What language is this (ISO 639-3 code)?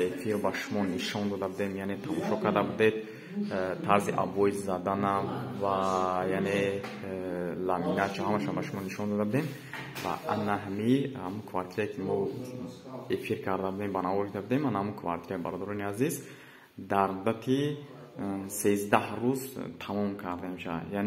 tgk